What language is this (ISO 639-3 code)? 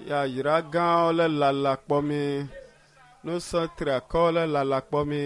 ewe